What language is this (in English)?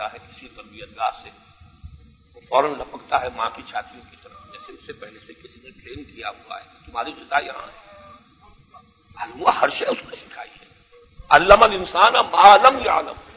Urdu